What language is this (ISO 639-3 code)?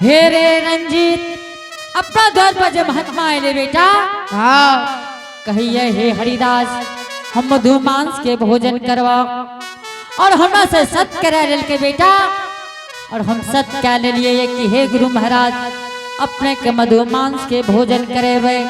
anp